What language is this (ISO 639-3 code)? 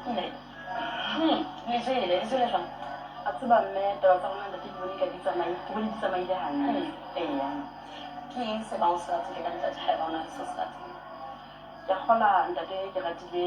sot